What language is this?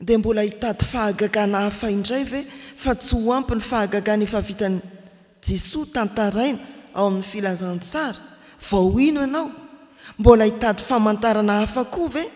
Malagasy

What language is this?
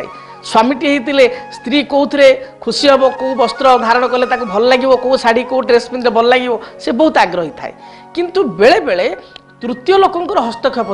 Odia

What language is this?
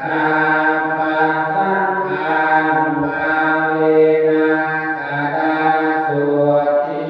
Pali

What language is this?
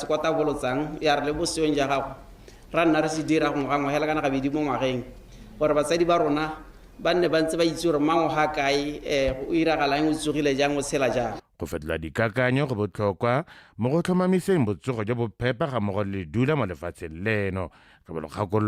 Tswana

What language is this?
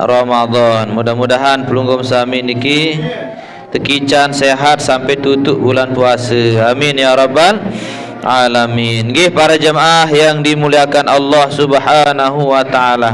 Sasak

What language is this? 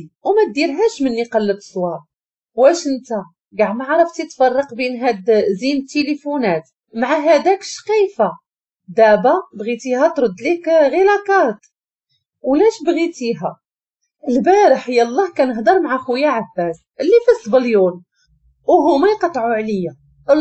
Moroccan Arabic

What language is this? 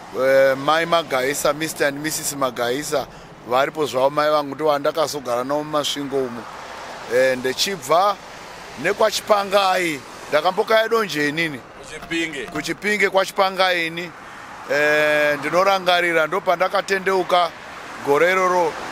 Shona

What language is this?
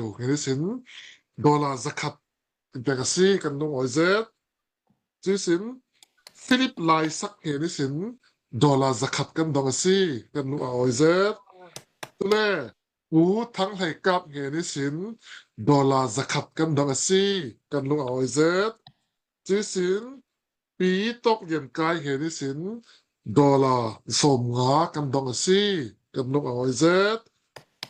Falam Chin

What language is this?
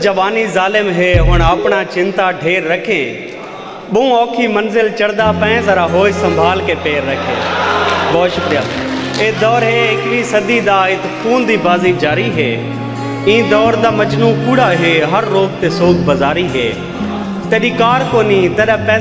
Saraiki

